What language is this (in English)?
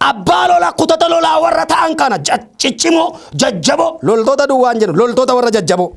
Oromo